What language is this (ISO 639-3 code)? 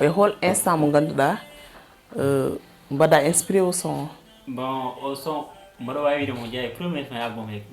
ful